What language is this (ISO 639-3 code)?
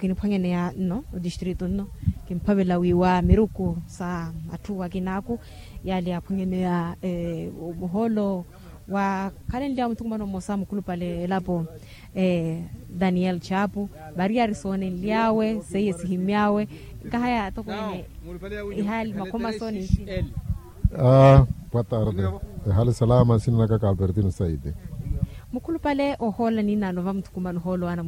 vmw